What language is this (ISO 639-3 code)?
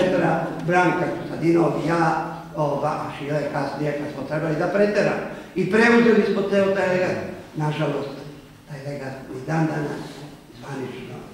srp